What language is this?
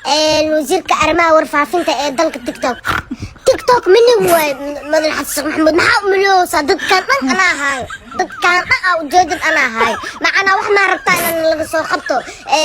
Somali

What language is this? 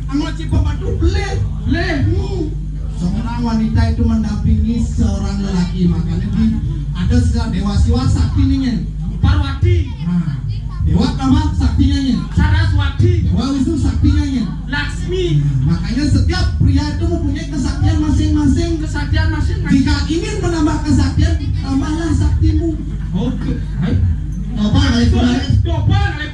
Balinese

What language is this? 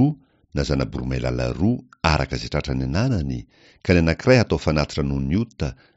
Malagasy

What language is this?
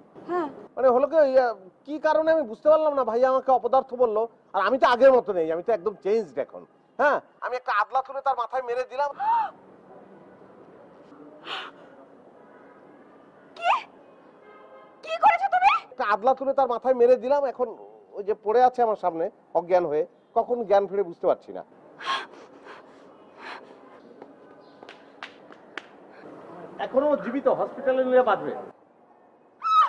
Bangla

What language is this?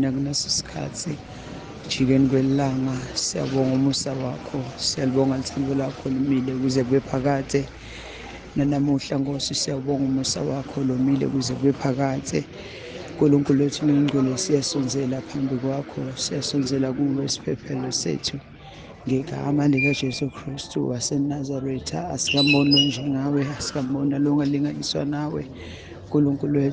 Zulu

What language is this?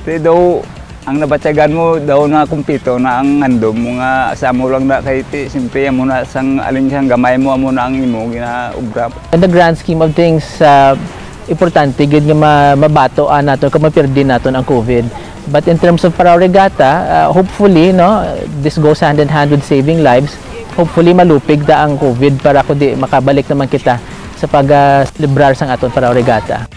Hiligaynon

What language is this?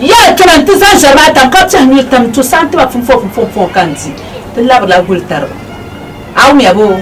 Dagbani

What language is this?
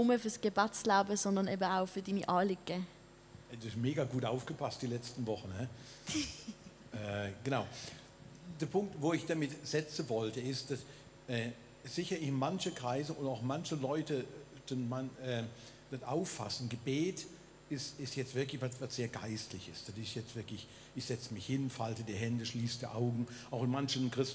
Swiss German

